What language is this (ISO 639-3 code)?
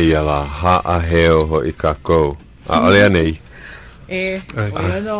haw